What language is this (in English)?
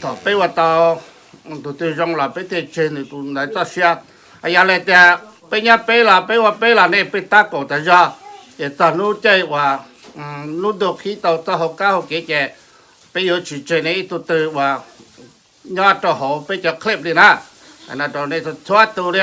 Hmong